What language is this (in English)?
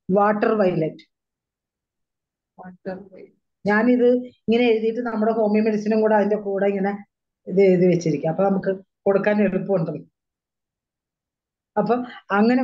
Malayalam